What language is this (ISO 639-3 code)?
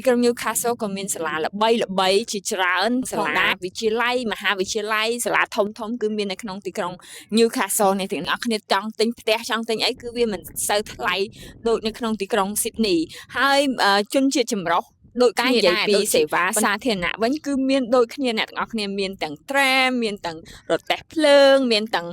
khm